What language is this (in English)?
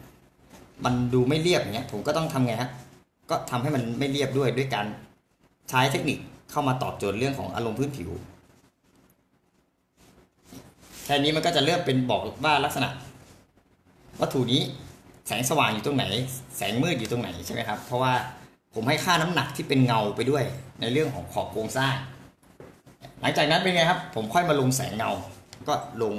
Thai